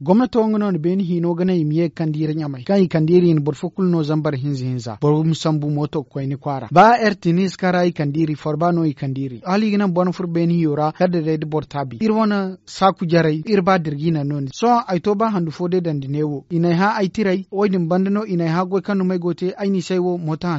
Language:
Zarma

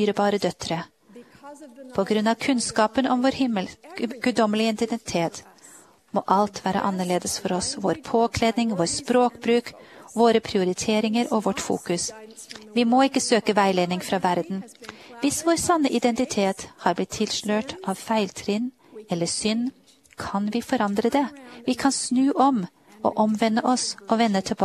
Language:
Norwegian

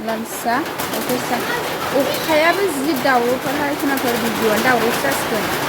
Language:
Bodo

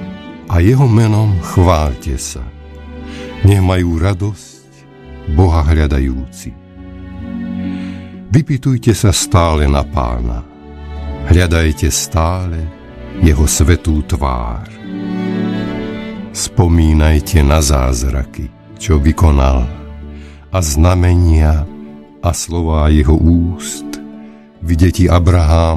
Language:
Slovak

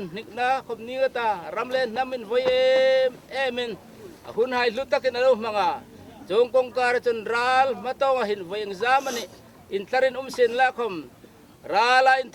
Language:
Hmar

